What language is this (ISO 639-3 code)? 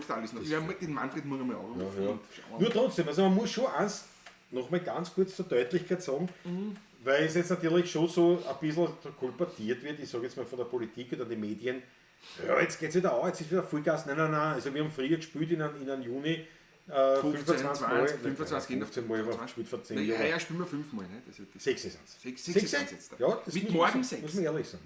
bar